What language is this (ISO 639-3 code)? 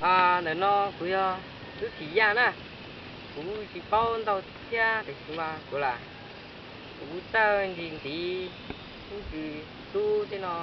hmn